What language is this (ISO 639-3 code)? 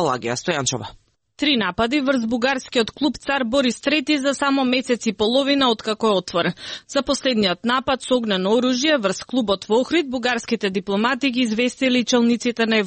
mkd